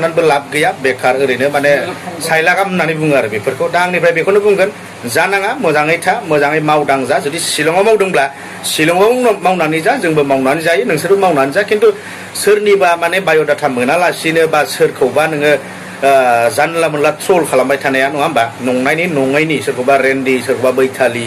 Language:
Bodo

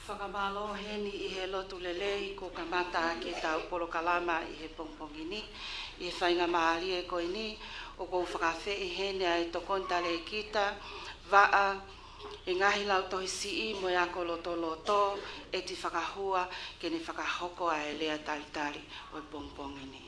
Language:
Tongan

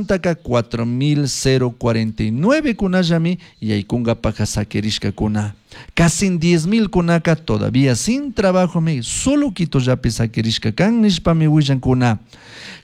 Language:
Chimborazo Highland Quichua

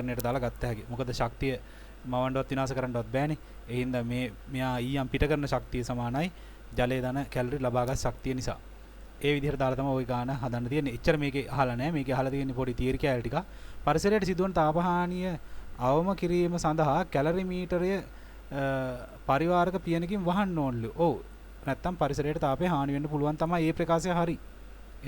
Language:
Sinhala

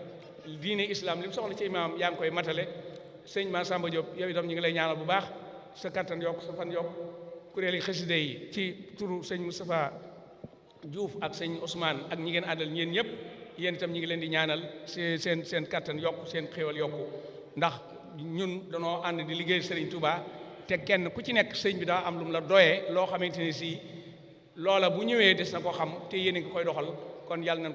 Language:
Wolof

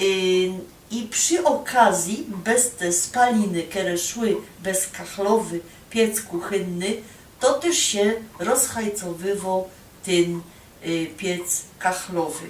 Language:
Silesian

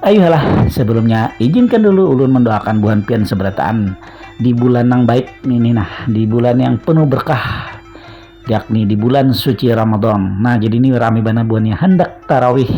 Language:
Banjar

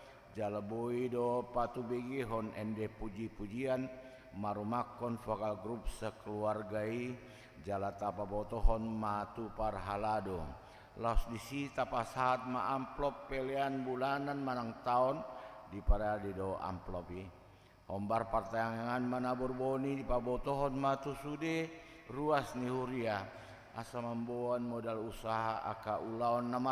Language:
Batak Toba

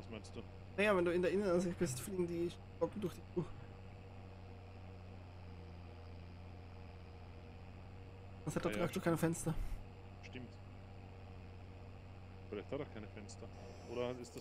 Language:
German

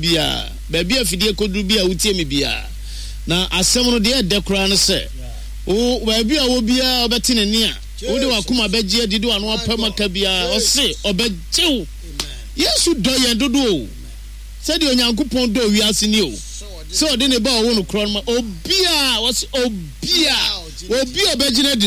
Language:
Akan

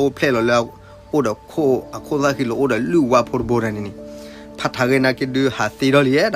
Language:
S'gaw Karen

